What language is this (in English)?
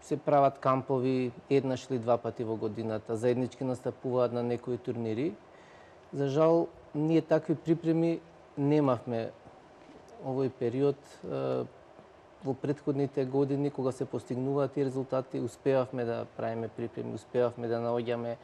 Macedonian